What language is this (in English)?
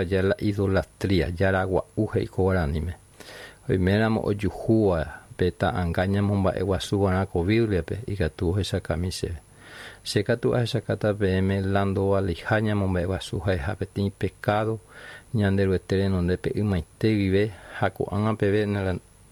Guarani